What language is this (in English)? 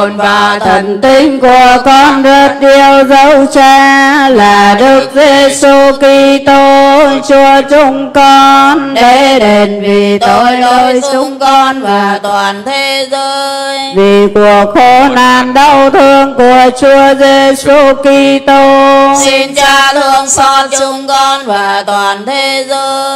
Vietnamese